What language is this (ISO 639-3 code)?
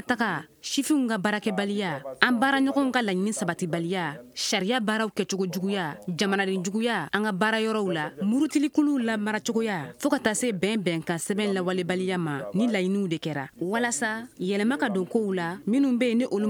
bam